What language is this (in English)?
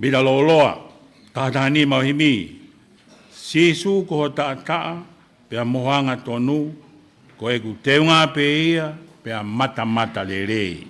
Tongan